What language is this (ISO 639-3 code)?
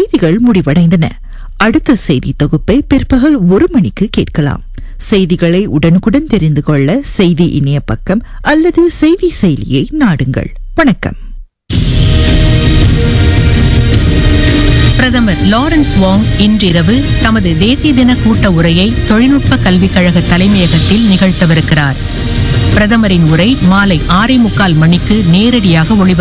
tam